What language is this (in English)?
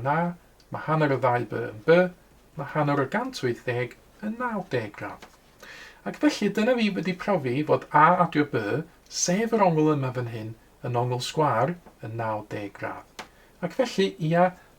Welsh